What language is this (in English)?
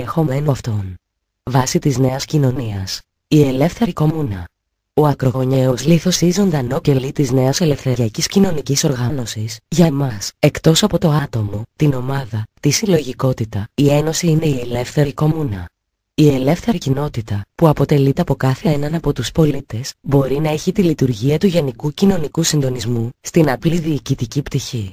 Greek